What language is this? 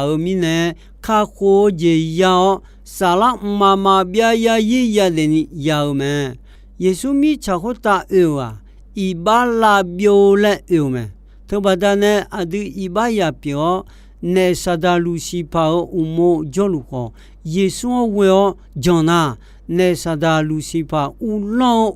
Akha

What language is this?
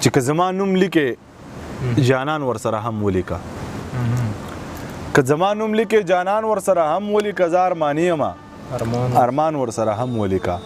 Pashto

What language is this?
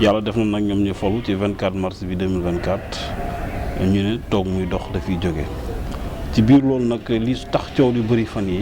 Wolof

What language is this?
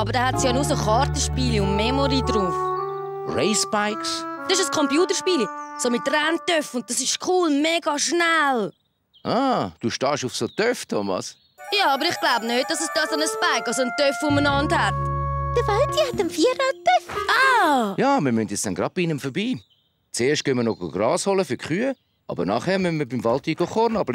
Swiss German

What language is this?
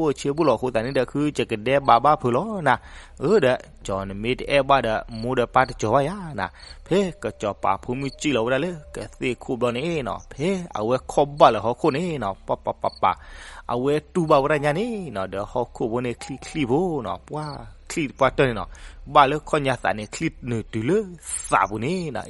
S'gaw Karen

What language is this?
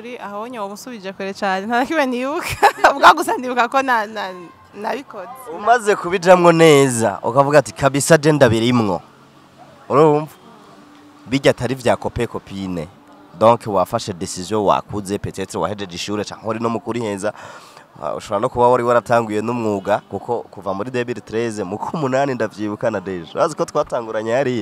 Rundi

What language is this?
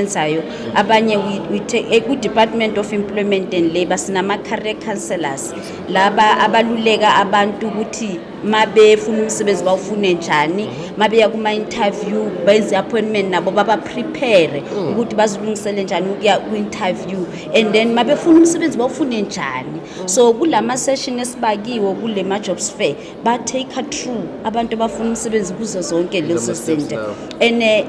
Zulu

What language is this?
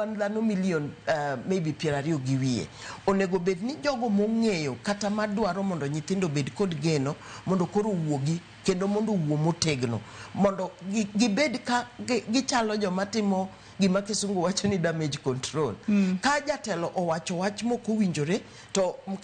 Luo (Kenya and Tanzania)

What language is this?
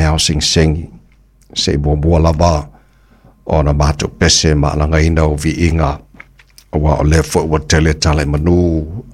Samoan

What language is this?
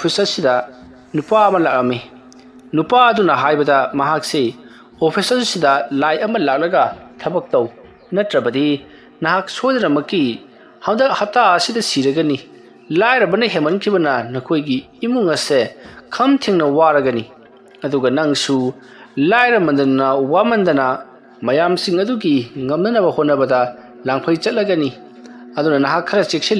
Manipuri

